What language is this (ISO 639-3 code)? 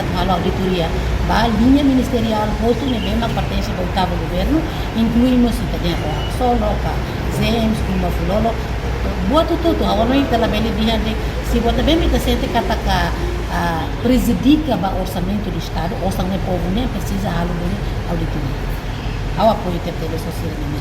tet